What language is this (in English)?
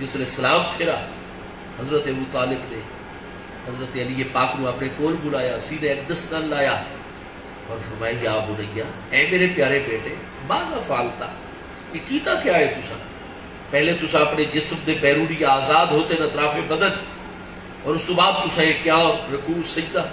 Saraiki